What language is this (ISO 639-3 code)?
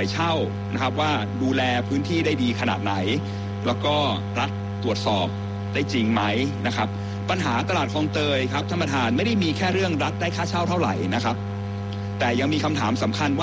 tha